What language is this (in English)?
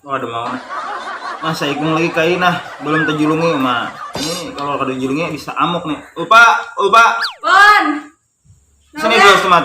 Banjar